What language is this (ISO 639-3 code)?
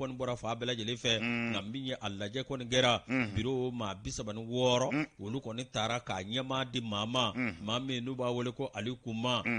bam